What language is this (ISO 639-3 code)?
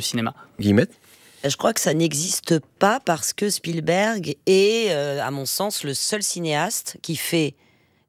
fra